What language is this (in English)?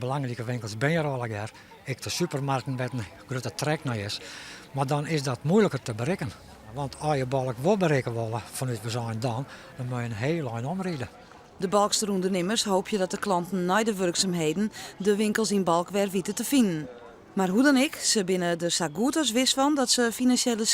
Western Frisian